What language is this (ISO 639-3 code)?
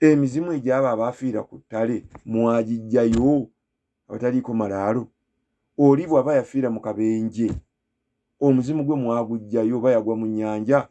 lug